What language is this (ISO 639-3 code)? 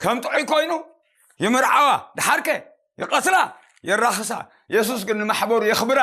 tir